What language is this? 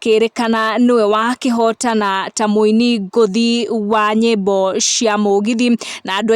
Kikuyu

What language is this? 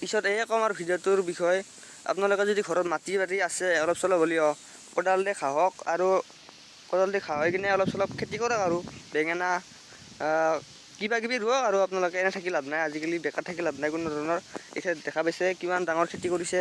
Assamese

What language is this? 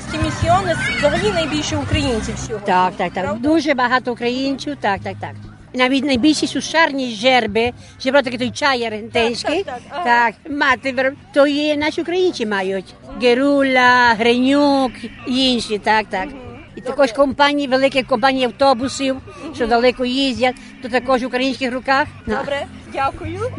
Ukrainian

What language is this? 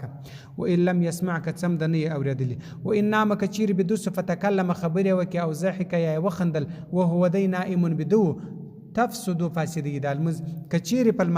Pashto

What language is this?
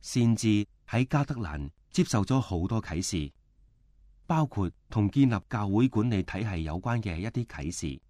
Cantonese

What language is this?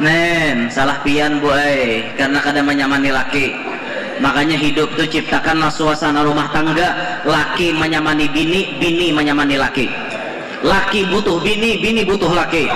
Banjar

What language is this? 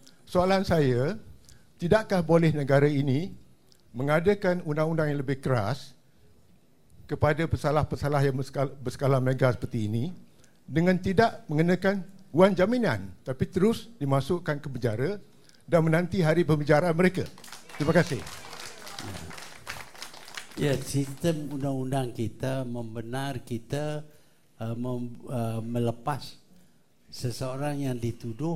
Malay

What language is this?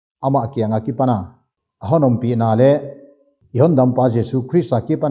Paite Chin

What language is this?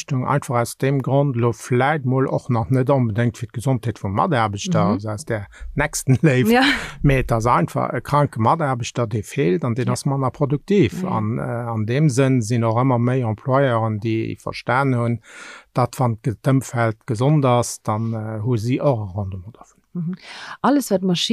Luxembourgish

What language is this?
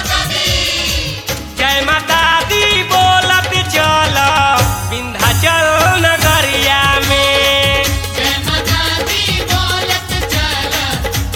Bhojpuri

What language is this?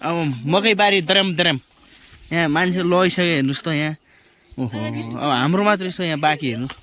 Nepali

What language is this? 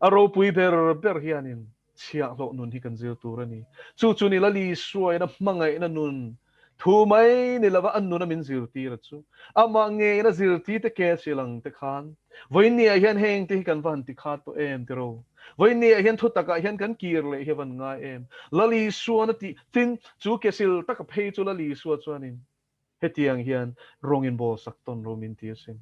Mizo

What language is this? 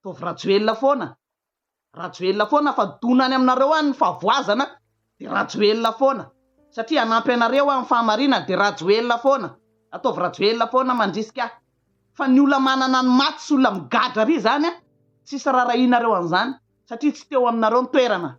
Malagasy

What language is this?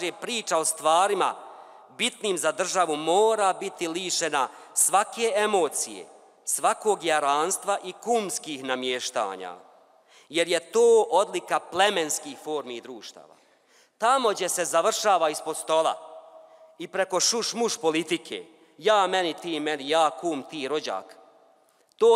Bosnian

